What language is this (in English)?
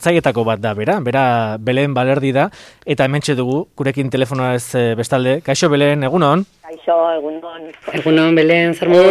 Basque